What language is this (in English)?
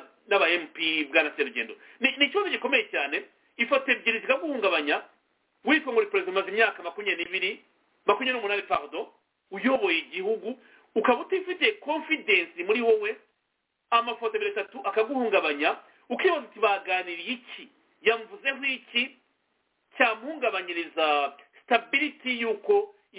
Kinyarwanda